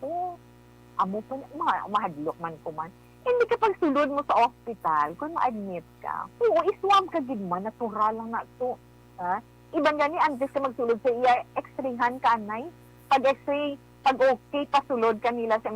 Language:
Hiligaynon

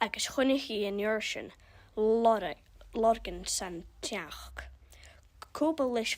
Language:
Scottish Gaelic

